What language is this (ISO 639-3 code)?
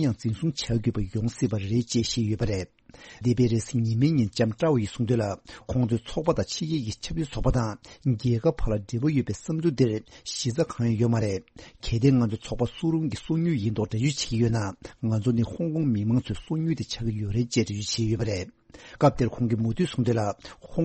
bod